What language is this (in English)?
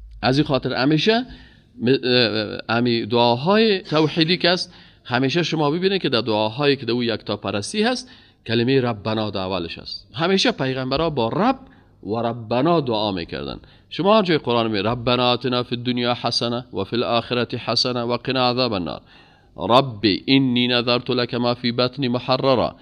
Persian